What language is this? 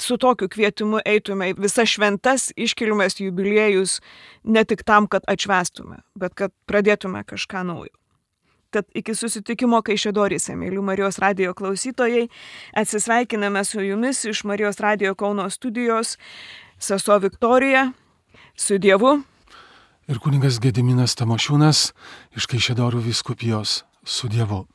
Lithuanian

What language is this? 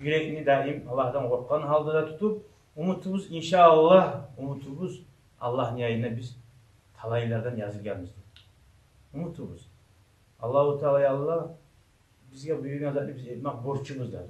Kumyk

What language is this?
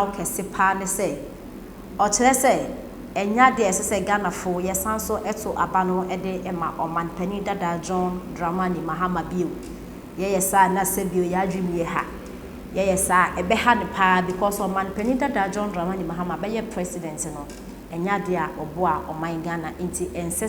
Akan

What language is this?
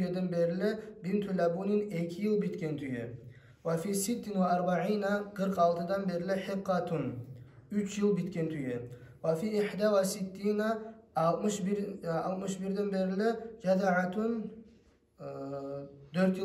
Kumyk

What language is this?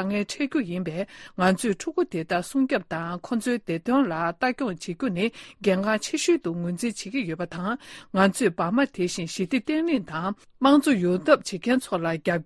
Tibetan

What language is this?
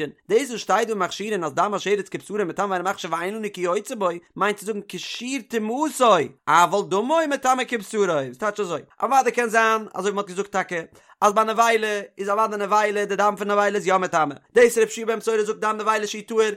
Yiddish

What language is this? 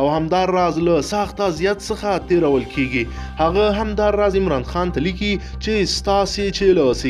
Pashto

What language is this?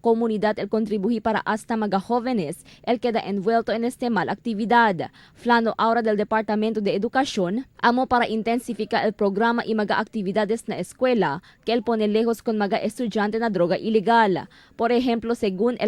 Chavacano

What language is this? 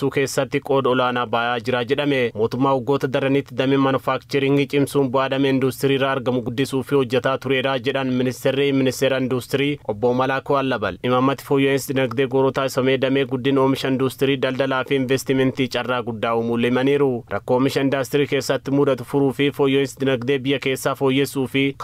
Oromo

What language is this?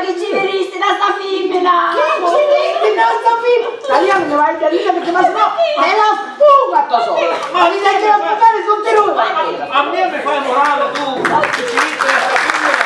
Sicilian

